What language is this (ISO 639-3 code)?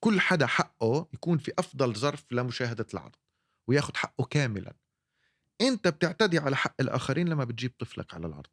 apc